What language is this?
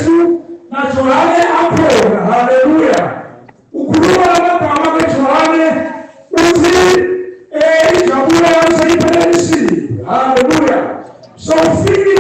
Swati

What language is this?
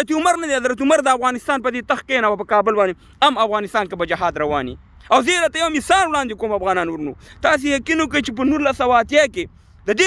Pashto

